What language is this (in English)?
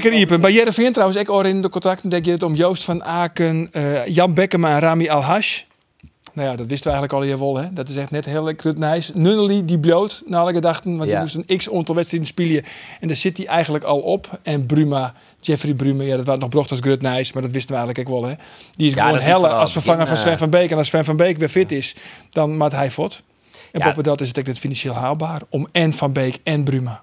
Western Frisian